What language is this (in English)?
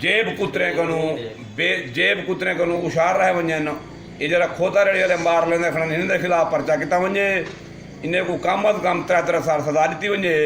Saraiki